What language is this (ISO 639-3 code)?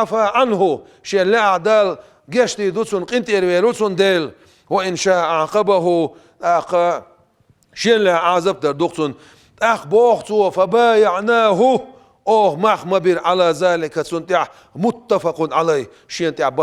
che